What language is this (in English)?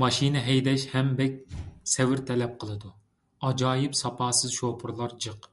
Uyghur